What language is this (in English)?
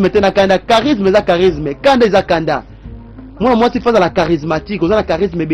Lingala